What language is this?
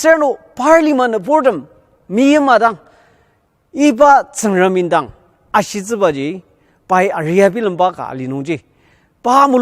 Ao Naga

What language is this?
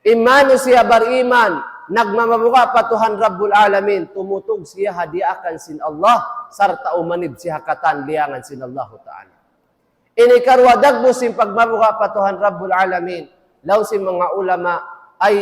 Tausug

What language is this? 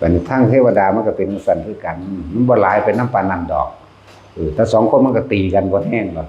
Northeastern Thai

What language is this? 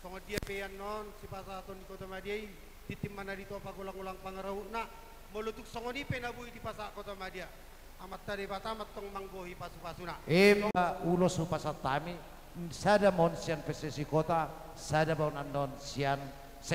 Batak Toba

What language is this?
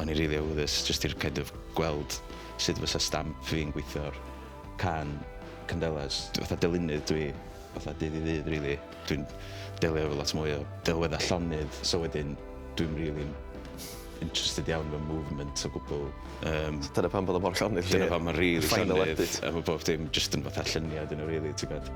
Welsh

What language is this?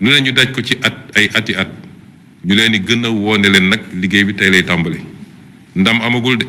Wolof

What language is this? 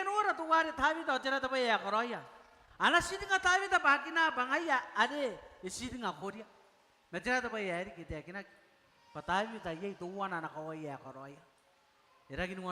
Gilbertese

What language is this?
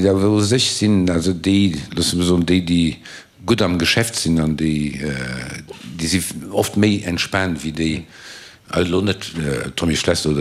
Luxembourgish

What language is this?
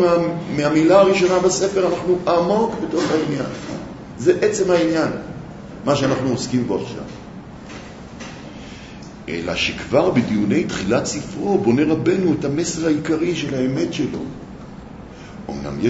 Hebrew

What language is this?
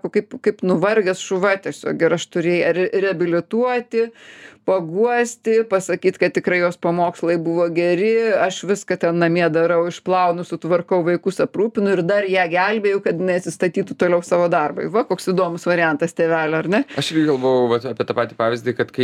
Lithuanian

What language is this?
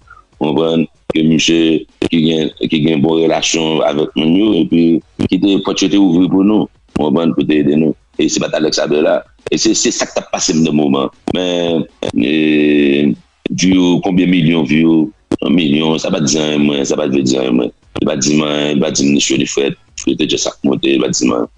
Haitian Creole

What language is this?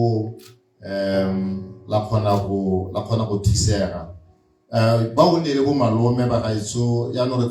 Tswana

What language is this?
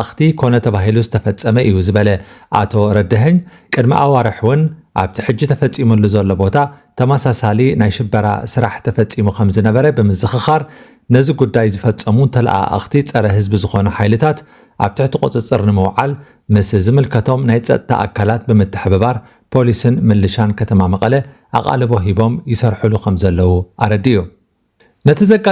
Tigrinya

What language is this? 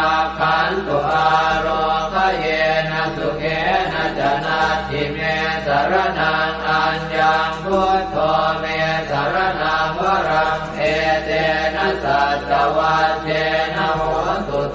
Pali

